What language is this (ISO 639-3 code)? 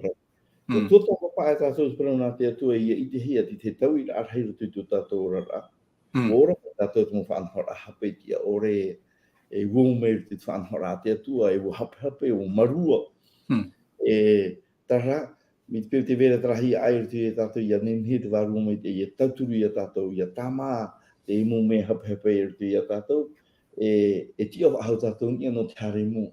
tah